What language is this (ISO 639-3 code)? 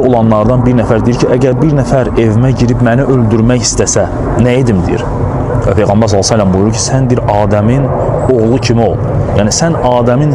aze